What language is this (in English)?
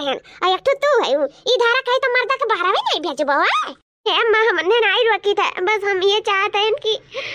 Awadhi